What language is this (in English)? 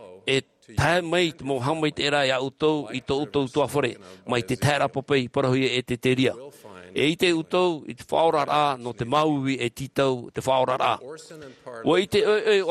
Tahitian